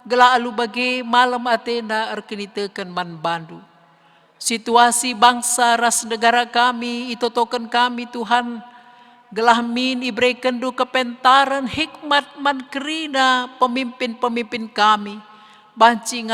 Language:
Batak Karo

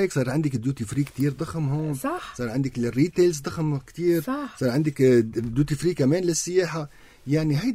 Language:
North Levantine Arabic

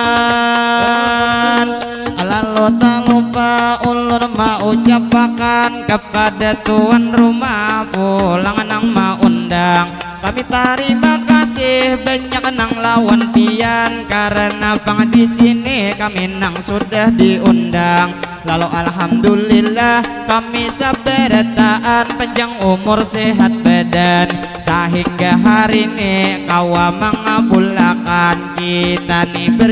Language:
Banjar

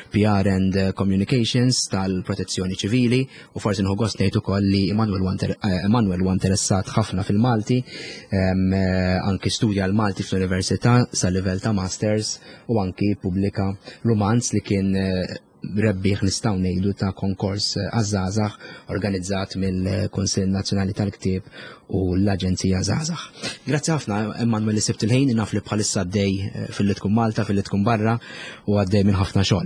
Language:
Maltese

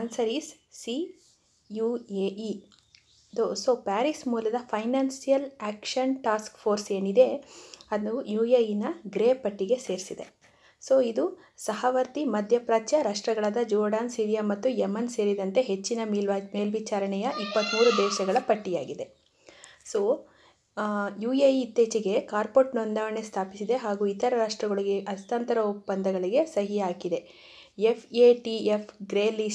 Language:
Kannada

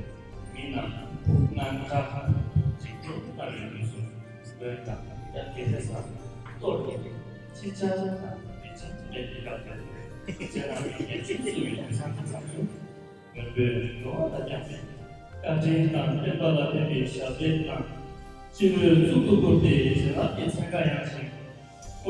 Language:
Tibetan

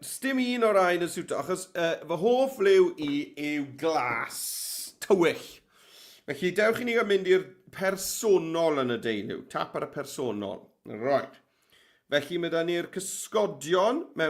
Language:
Welsh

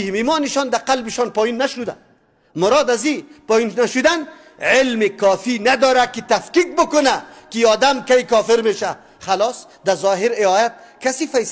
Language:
Persian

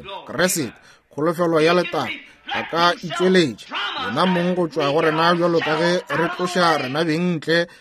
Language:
Northern Sotho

